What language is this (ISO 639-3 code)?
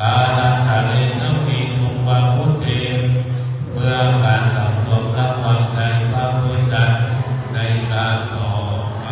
pli